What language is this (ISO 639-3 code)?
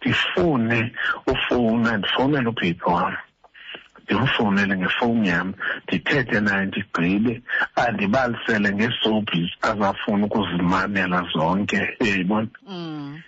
xho